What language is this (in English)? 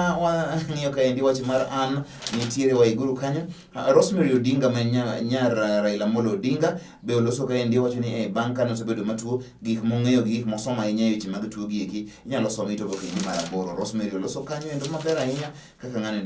Luo (Kenya and Tanzania)